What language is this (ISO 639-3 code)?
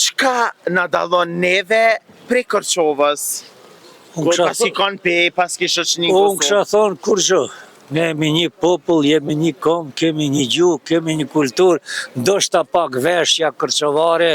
sqi